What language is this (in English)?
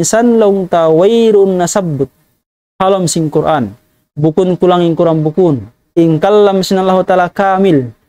Tausug